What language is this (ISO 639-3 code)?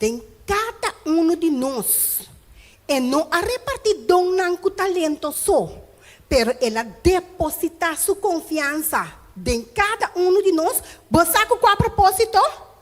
pap